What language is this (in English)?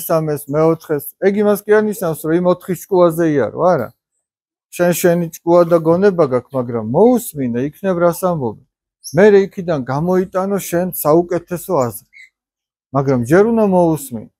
Georgian